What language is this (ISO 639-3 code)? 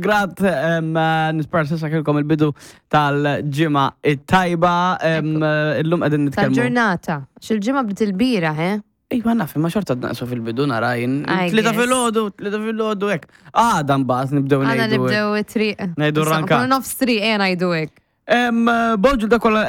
mlt